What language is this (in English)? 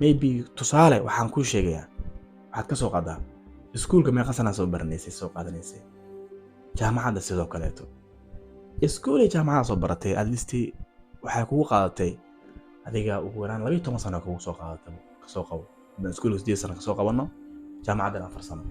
Somali